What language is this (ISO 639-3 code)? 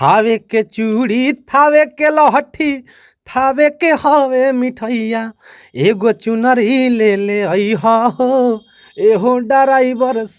bho